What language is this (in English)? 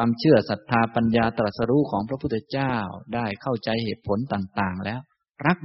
Thai